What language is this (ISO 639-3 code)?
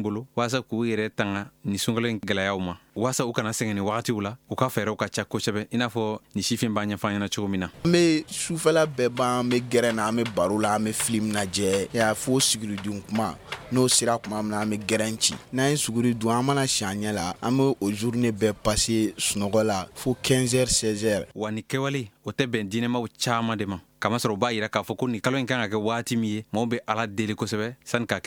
bam